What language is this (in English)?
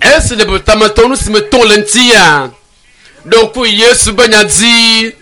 Ewe